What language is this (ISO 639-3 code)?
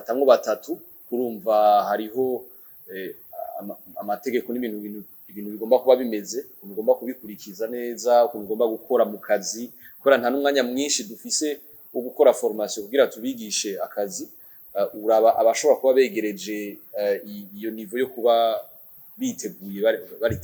run